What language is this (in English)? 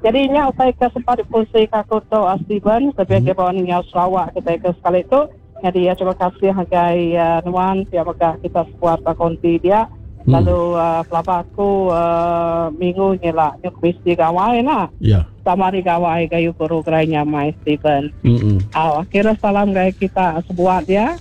Iban